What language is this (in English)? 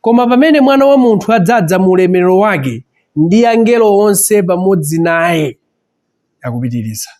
Nyanja